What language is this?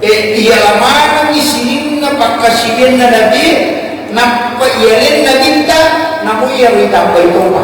Buginese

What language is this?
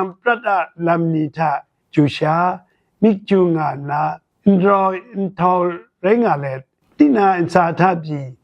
Kachin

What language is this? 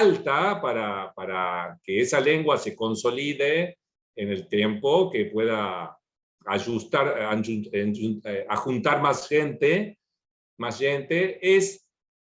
Ladino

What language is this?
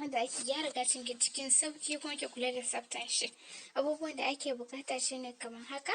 Hausa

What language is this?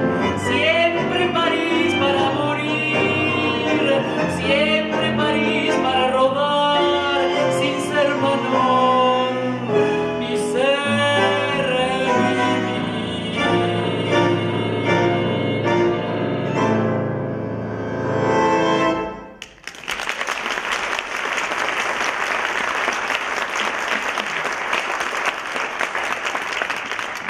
Spanish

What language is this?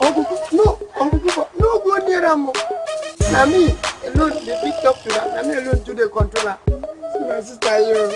Nigerian Pidgin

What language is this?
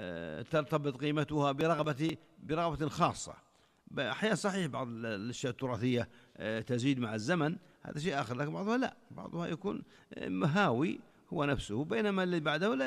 Najdi Arabic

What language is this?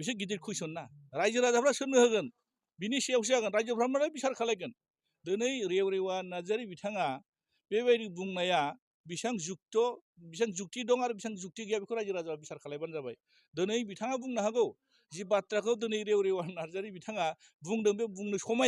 Bodo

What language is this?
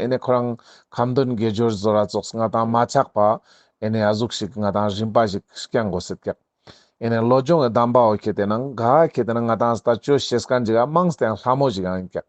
Ladakhi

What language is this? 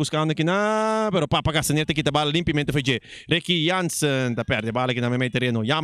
Papiamento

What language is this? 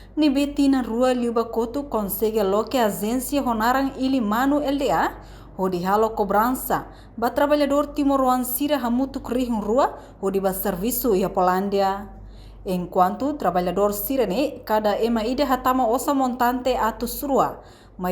Tetum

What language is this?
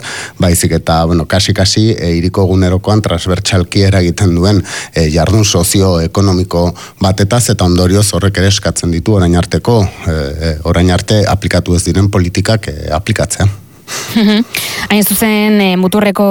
Basque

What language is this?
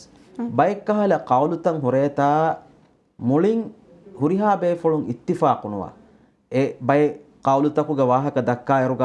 Divehi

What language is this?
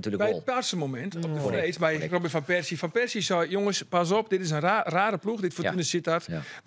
Western Frisian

